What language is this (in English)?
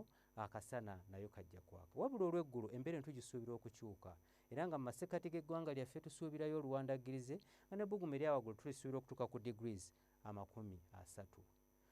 Ganda